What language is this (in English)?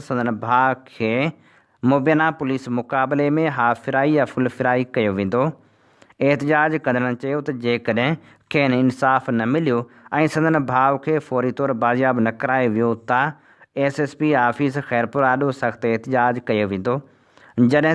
Sindhi